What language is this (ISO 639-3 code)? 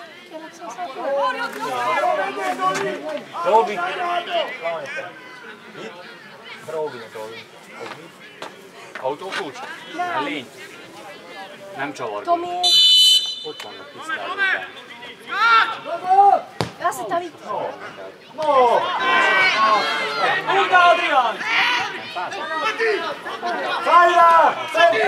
hun